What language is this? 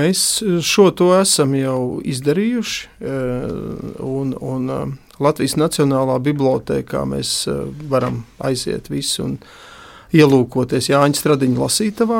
Latvian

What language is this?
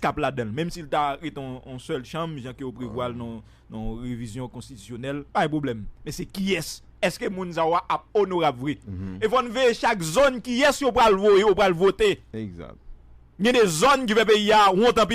Haitian Creole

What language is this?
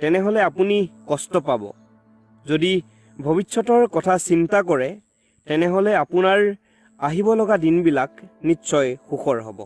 Assamese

